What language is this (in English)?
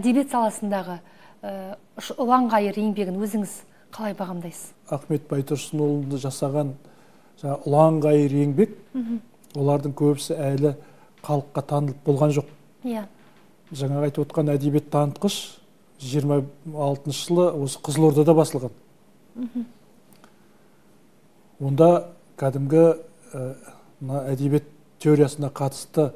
Kazakh